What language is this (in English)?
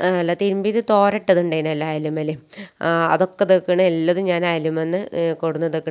Malayalam